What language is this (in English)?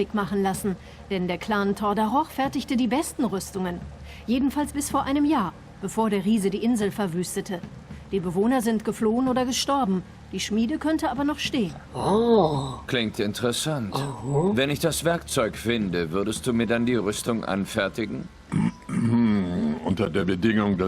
Swiss German